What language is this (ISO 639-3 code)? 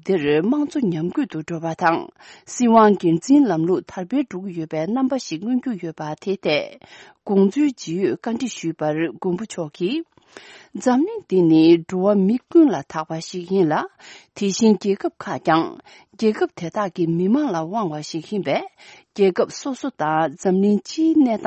bod